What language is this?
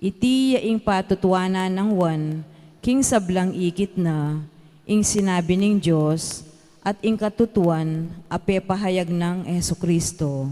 Pampanga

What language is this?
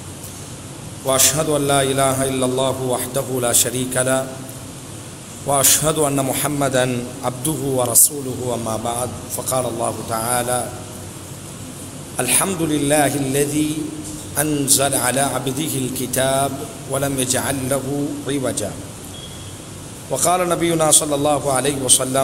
Tamil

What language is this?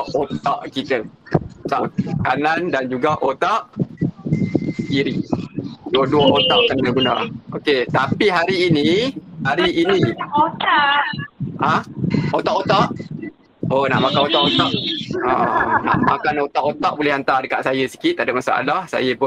Malay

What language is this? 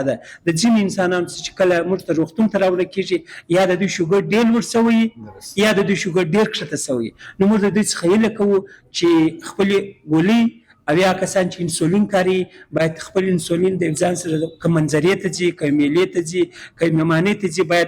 Persian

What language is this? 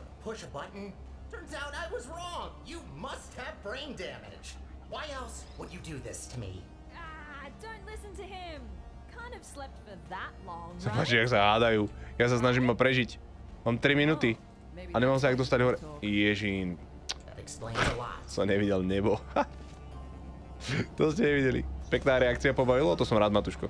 Slovak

